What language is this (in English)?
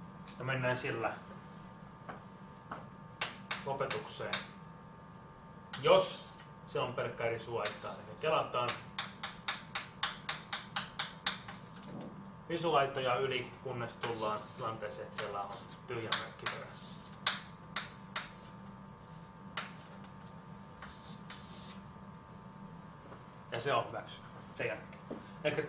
Finnish